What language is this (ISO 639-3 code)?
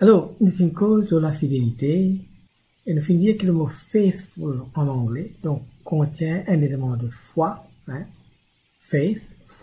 mfe